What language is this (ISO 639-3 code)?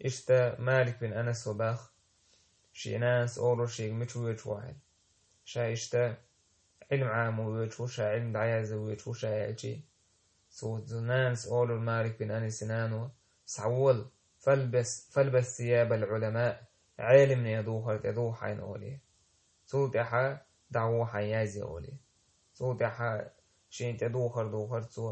che